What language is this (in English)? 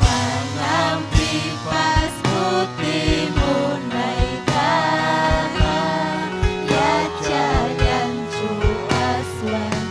Ayacucho Quechua